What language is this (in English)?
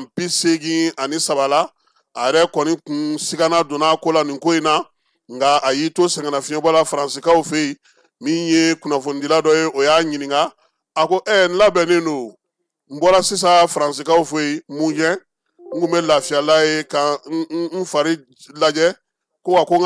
Bambara